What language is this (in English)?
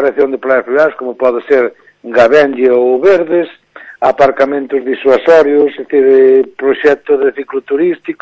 Galician